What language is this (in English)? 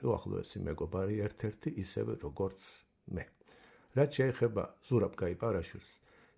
Georgian